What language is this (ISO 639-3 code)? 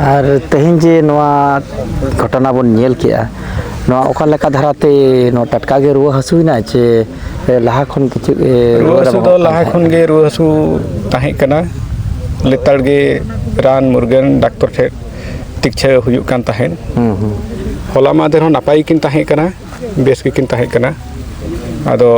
sat